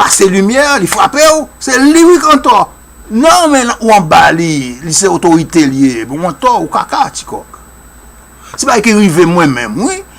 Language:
Haitian Creole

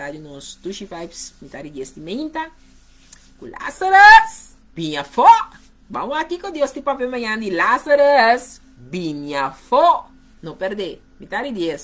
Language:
Papiamento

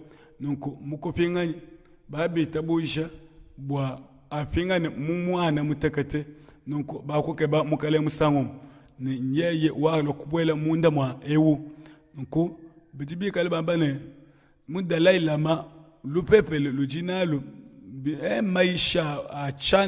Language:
Luba-Lulua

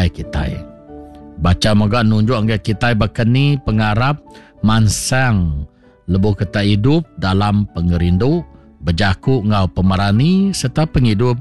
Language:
Iban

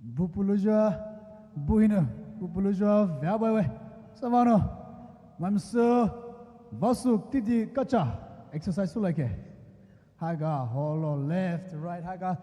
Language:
Poumei Naga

